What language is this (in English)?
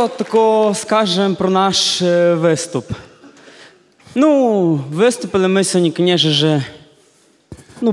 Ukrainian